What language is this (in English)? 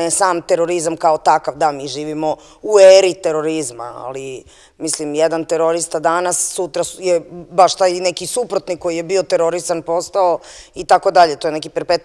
Serbian